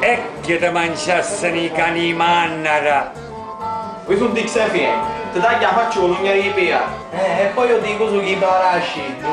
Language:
Sicilian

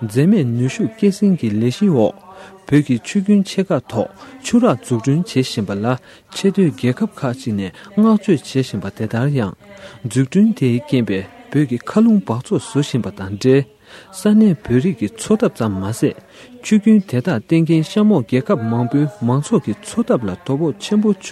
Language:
Tibetan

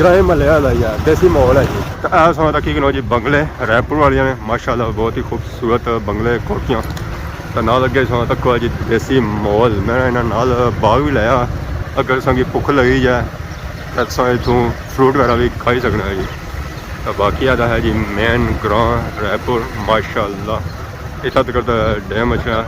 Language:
Pahari-Potwari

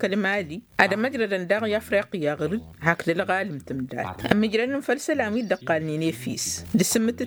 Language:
Tamasheq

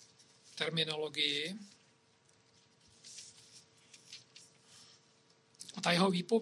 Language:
Czech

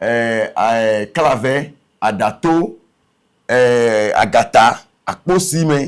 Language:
Ewe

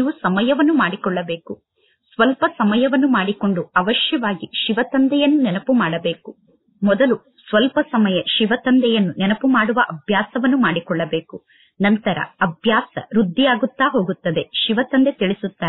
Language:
Kannada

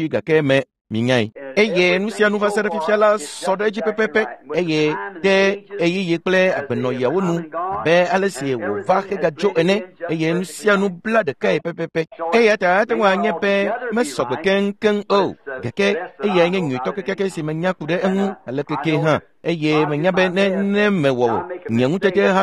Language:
Ewe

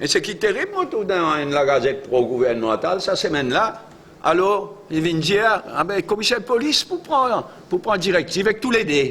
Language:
Morisyen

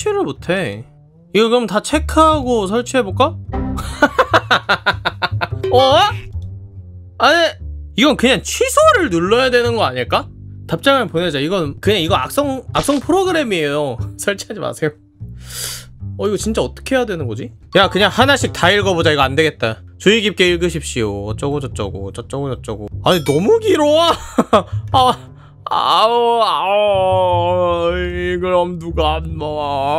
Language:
Korean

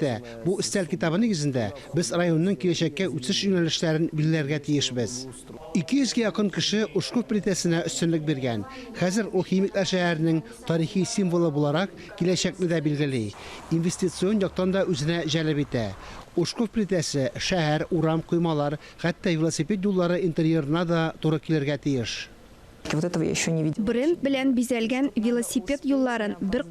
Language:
Tatar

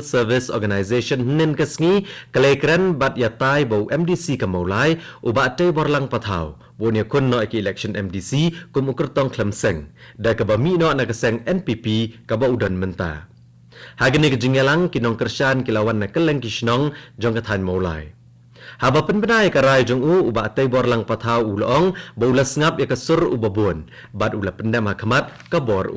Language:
Khasi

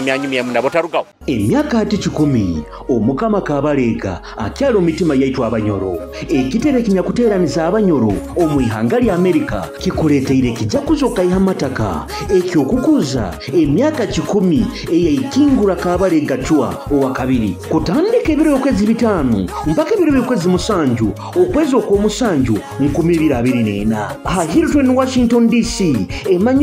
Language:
Nyoro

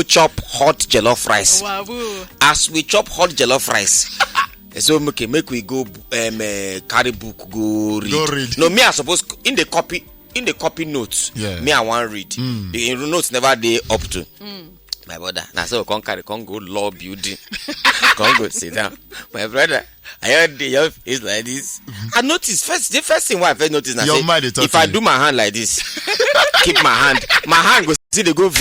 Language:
Nigerian Pidgin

